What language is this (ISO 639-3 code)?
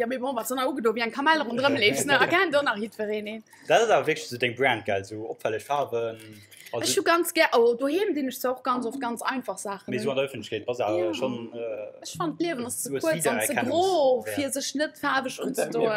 ltz